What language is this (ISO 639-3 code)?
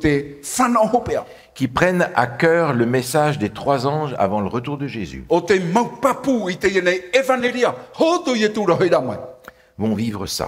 tah